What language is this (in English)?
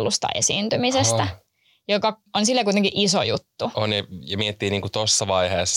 Finnish